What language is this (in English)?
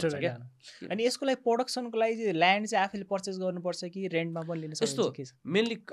Nepali